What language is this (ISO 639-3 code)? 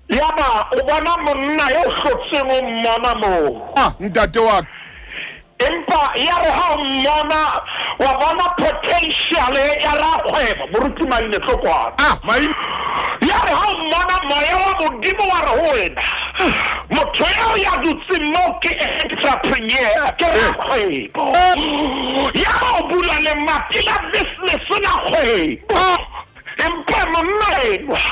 sot